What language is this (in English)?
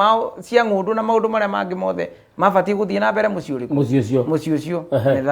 Kikuyu